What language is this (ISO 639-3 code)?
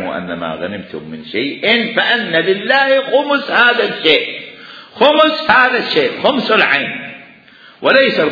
acm